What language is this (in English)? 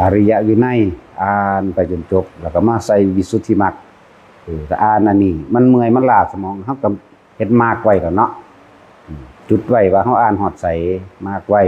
Northeastern Thai